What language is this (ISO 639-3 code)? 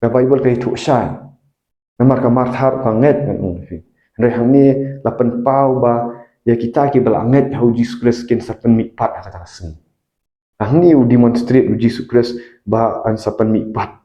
kha